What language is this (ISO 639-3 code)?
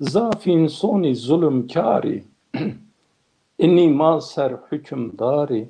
zza